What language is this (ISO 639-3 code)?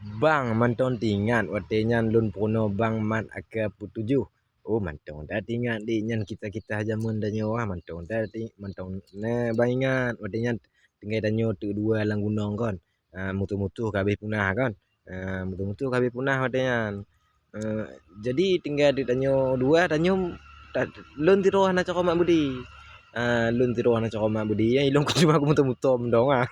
ace